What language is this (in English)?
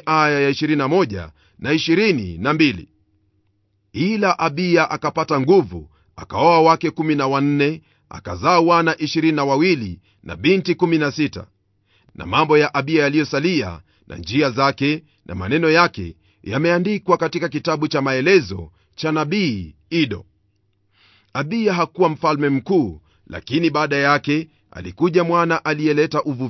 Swahili